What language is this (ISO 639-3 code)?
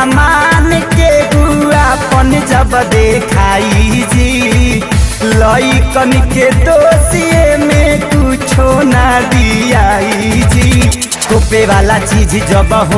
bho